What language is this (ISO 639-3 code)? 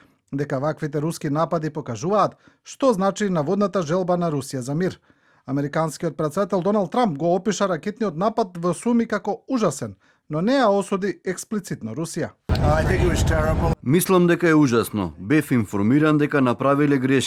mkd